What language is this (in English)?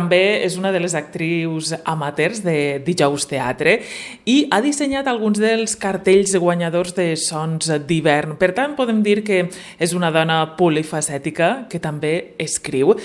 Catalan